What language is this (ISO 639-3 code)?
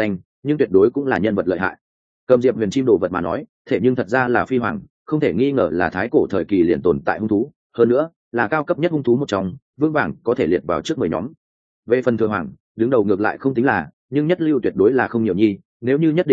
vie